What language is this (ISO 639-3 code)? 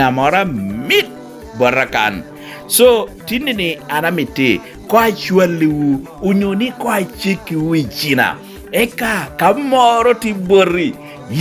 laj